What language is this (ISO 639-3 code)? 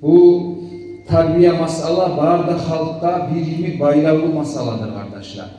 kum